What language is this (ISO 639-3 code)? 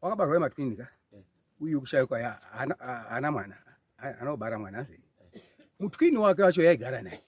sna